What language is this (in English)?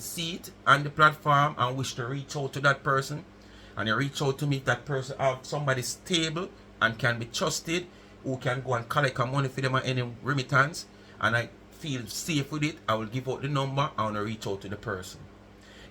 Jamaican Creole English